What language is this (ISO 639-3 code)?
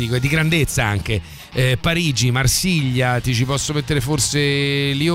ita